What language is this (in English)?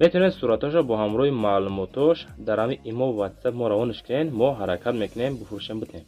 Tajik